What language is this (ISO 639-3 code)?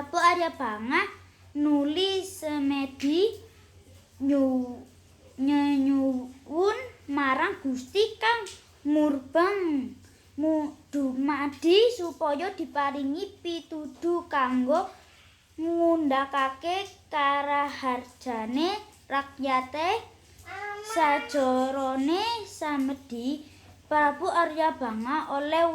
jav